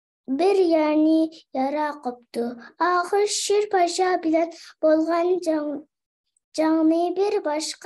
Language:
Uyghur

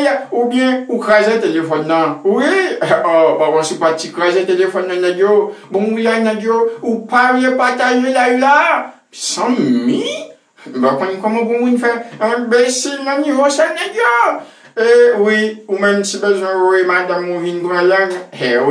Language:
Haitian Creole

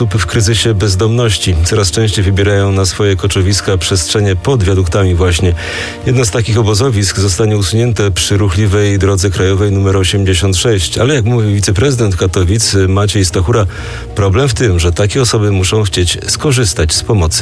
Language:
Polish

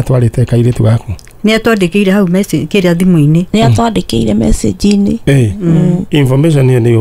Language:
Kikuyu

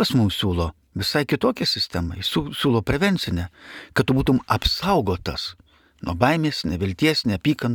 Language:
Lithuanian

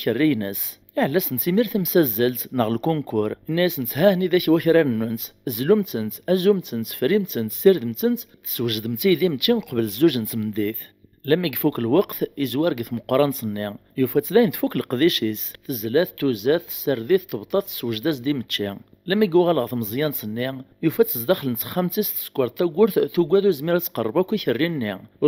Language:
Kabyle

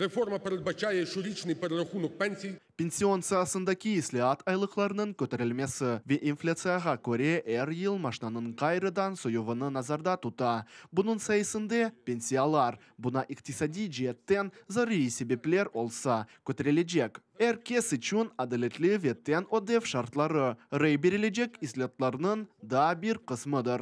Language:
Crimean Tatar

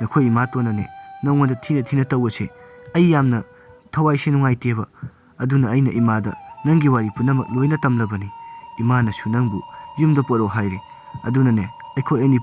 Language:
Manipuri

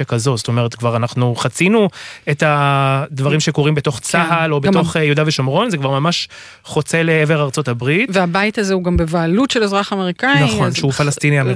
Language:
Hebrew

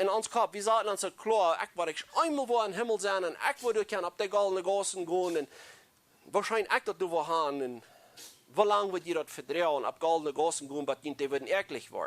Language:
Plautdietsch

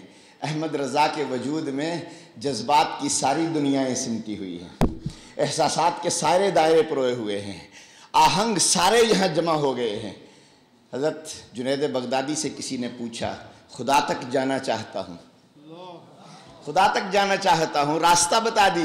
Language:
Urdu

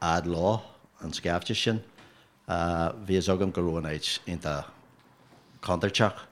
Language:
Irish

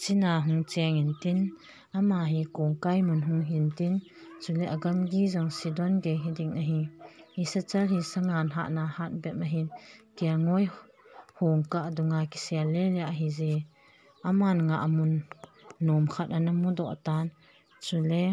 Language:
Thado Chin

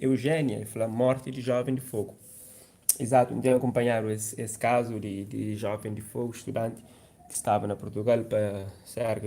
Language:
Kabuverdianu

